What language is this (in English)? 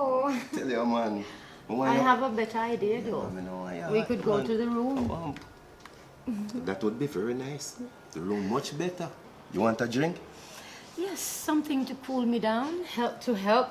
Jamaican Creole English